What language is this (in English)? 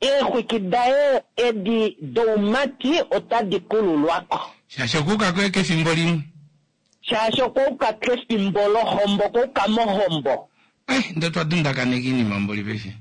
Kuanyama